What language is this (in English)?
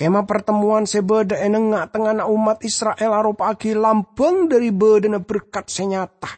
Madurese